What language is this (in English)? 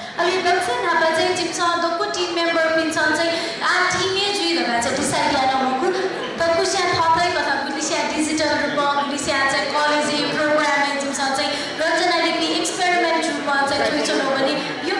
Newari